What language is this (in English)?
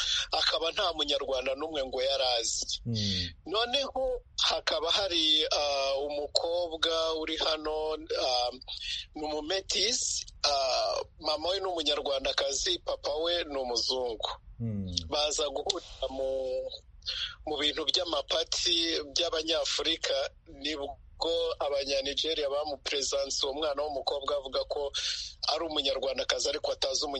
Kinyarwanda